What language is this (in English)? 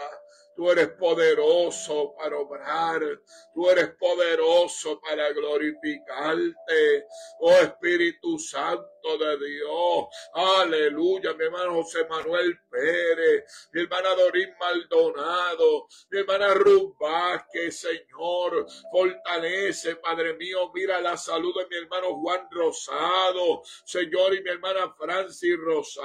Spanish